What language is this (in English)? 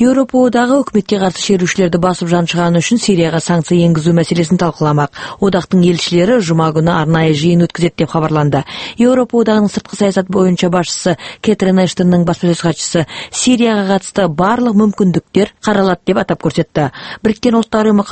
Kazakh